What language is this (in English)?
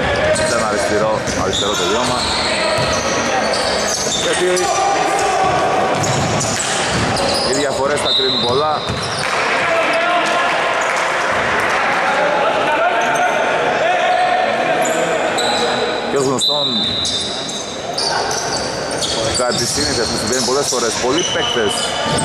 Greek